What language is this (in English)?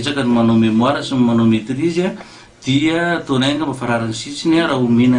Malagasy